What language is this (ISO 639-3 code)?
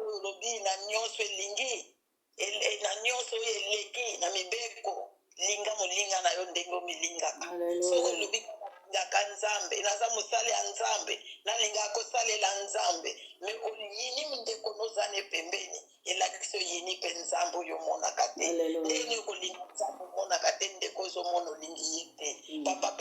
lin